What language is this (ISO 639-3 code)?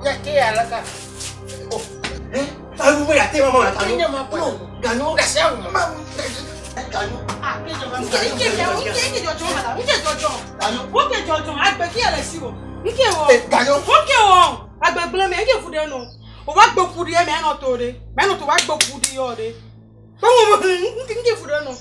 ewe